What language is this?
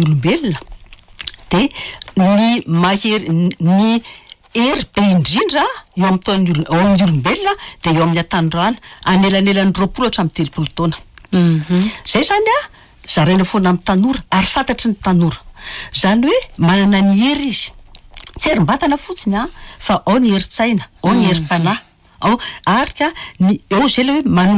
Malagasy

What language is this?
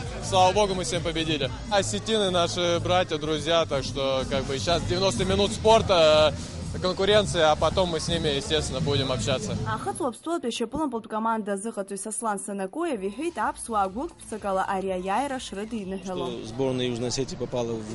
Abkhazian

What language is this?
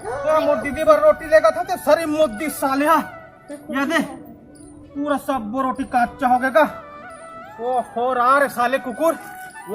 Chhattisgarhi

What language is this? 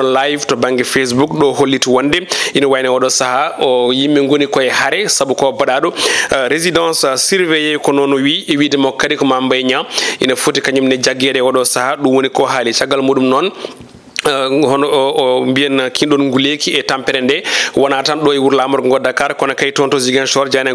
Fula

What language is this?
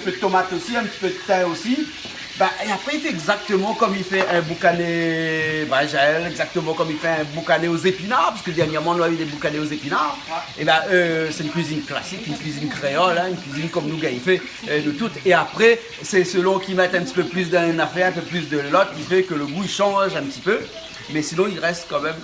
Réunion Creole French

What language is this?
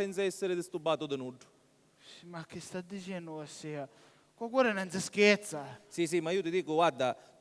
Sicilian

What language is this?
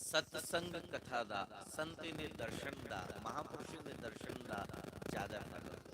Dogri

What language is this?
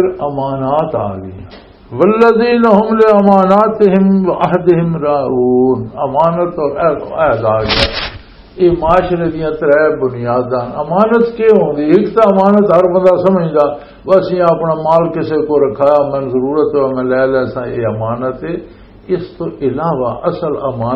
Western Panjabi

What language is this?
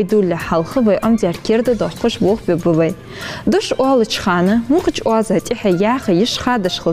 Ingush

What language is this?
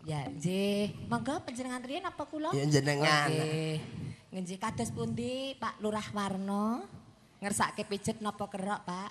Javanese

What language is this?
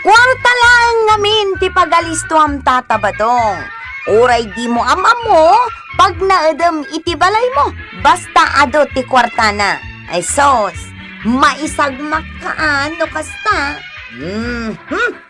Iloko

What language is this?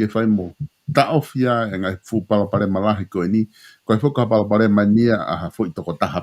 Tongan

